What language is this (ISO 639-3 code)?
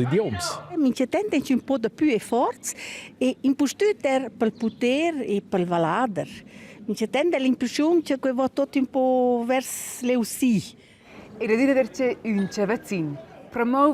roh